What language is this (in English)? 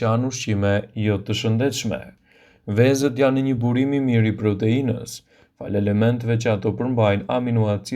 Albanian